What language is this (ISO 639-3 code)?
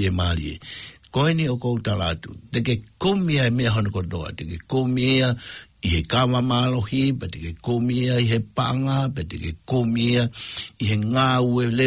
ton